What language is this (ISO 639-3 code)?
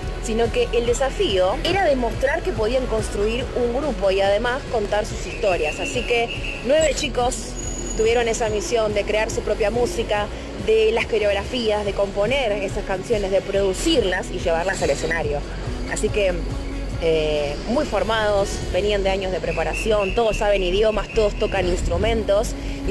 spa